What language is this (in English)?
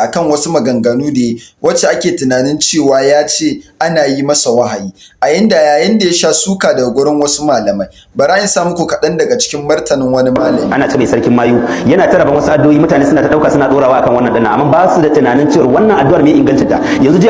Hausa